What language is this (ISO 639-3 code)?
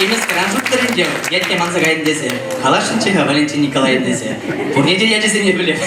chv